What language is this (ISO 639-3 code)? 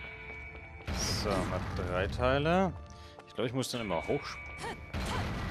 deu